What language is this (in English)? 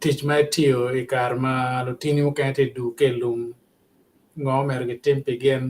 Acoli